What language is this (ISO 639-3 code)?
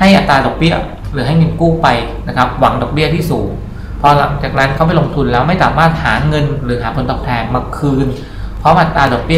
tha